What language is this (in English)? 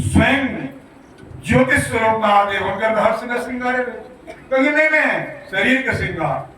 Maithili